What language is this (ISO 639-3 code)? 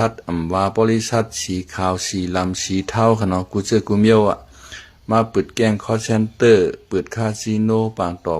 shn